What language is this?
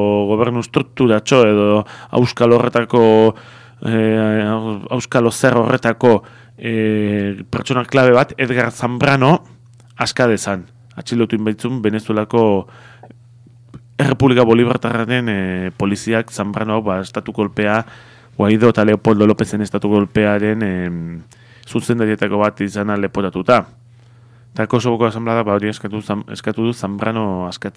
Basque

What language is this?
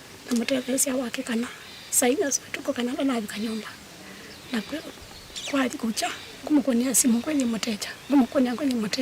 Kamba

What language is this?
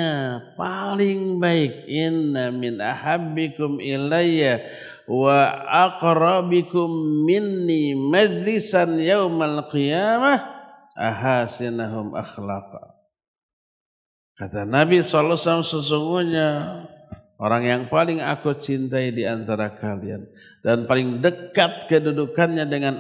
Indonesian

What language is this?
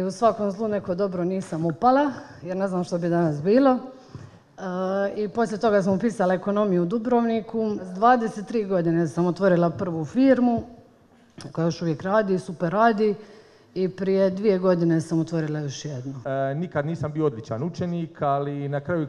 Croatian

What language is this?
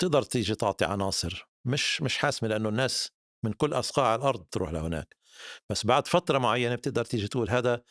North Levantine Arabic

